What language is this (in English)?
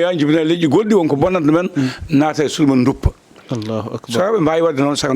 Fula